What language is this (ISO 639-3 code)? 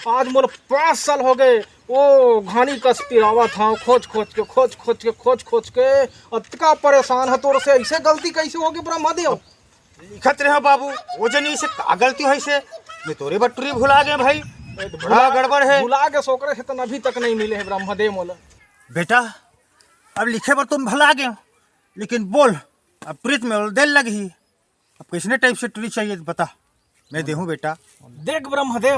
hne